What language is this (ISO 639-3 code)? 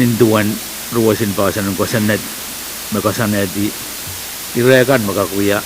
pon